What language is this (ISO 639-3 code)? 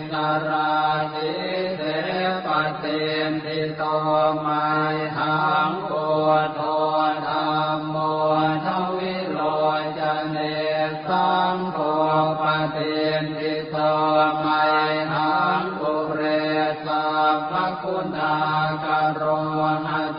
pli